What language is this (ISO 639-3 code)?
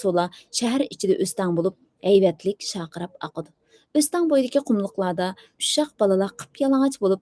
uig